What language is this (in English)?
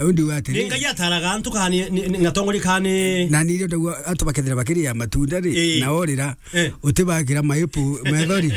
Meru